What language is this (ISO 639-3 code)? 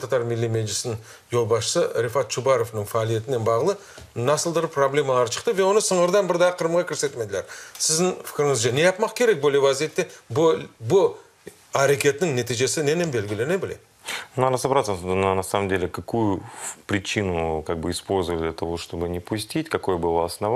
crh